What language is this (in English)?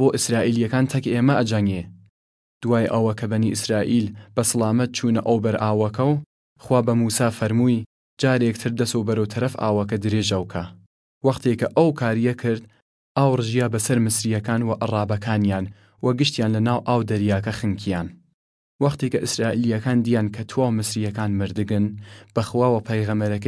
Southern Kurdish